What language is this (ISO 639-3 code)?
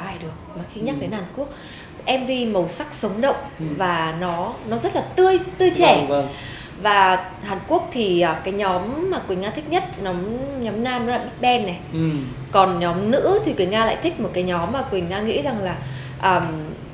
vie